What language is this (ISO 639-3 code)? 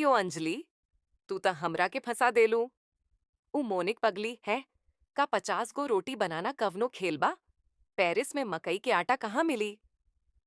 bho